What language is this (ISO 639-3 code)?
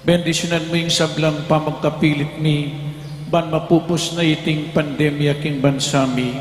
pam